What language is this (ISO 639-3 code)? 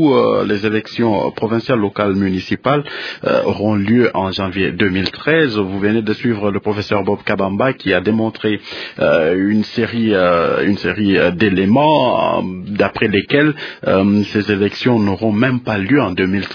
fra